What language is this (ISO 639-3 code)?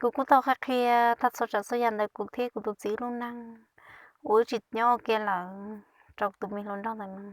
hmn